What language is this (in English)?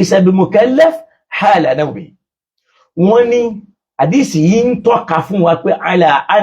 Yoruba